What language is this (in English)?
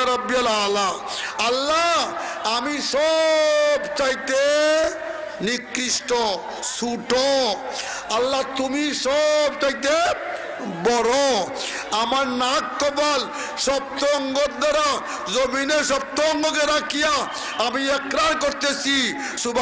Bangla